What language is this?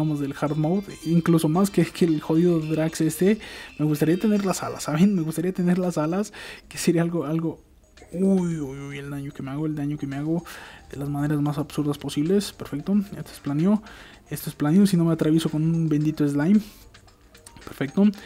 Spanish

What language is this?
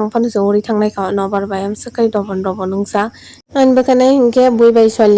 Kok Borok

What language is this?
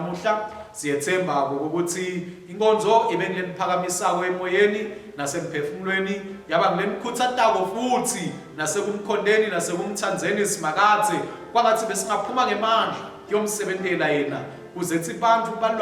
Swati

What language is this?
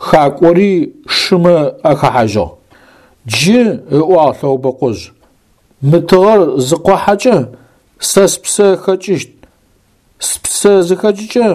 Adyghe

